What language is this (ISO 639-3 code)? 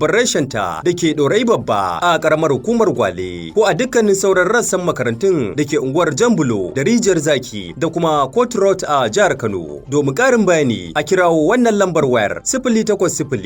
hau